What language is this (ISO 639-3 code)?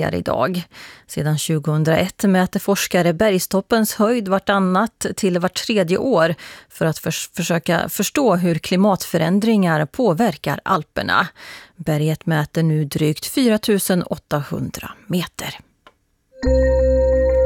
swe